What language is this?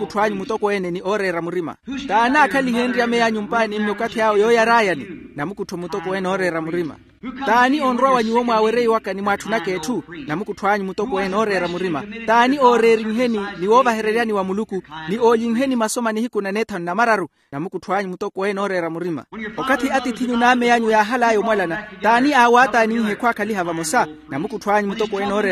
Makhuwa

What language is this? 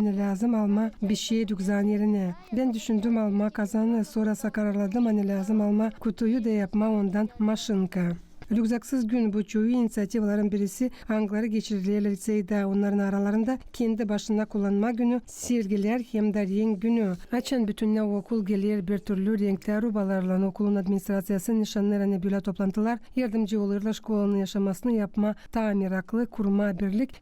Gagauz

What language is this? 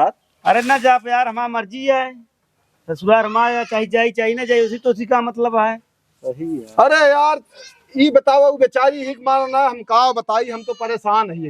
Awadhi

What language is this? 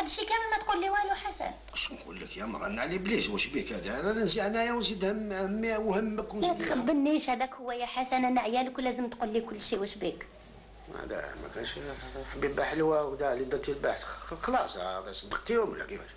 Algerian Arabic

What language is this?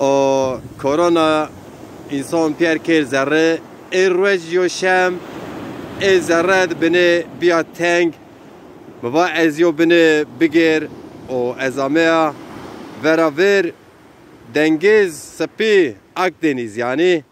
Zaza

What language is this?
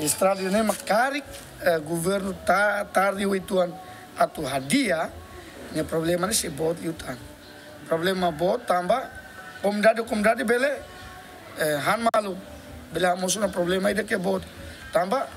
Tetum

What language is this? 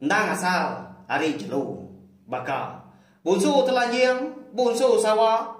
Iban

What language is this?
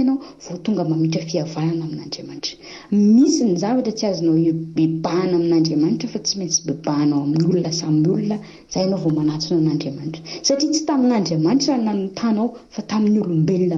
Malagasy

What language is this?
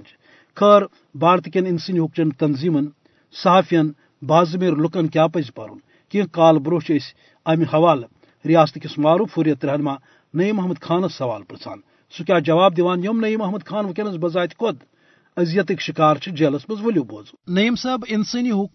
Kashmiri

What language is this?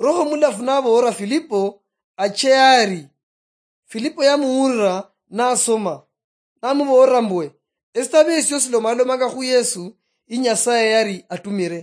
Luyia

